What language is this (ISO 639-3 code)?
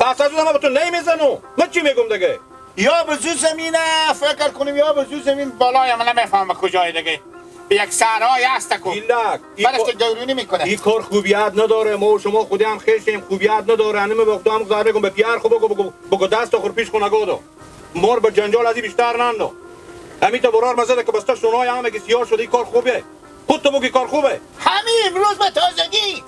haz